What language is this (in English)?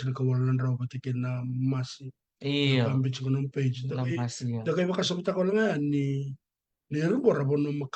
Fijian